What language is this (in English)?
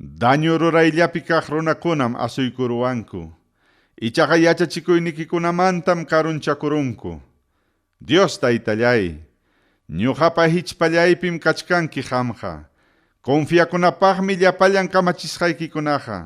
Ayacucho Quechua